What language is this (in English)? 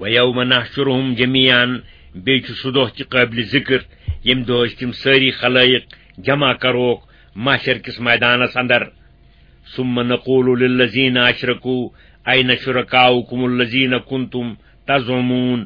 Kashmiri